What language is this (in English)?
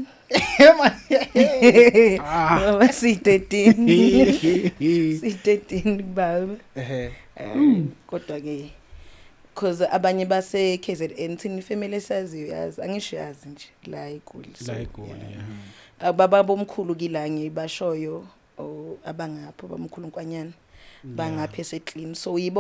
Zulu